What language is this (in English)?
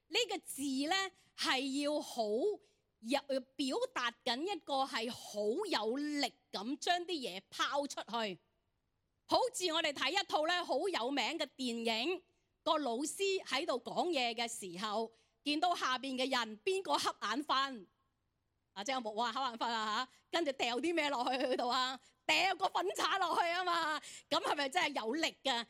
Cantonese